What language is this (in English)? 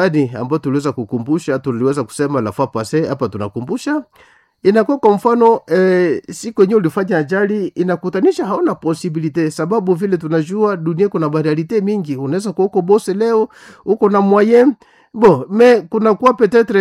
Swahili